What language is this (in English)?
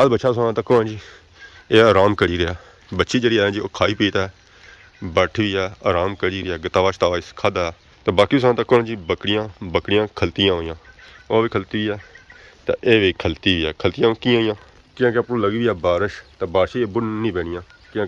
Pahari-Potwari